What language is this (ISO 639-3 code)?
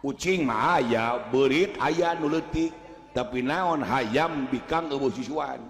sun